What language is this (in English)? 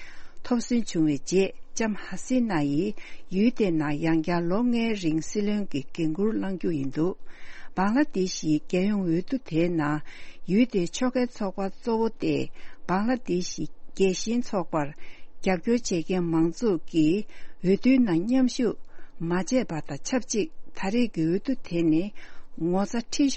Tibetan